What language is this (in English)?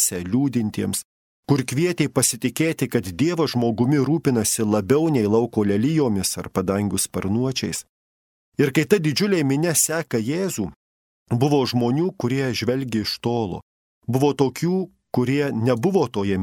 Lithuanian